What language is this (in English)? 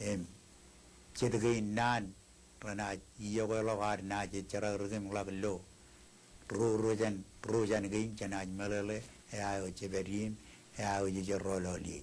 Marshallese